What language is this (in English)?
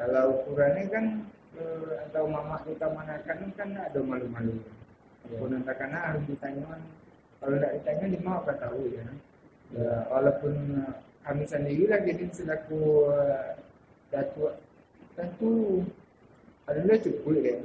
Minangkabau